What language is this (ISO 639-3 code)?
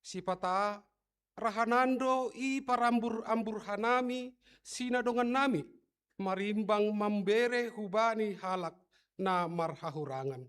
bts